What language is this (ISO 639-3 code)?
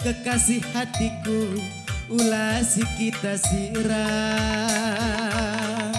btx